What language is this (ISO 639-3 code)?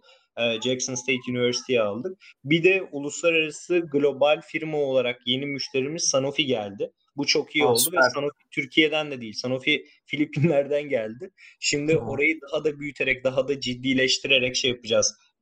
tur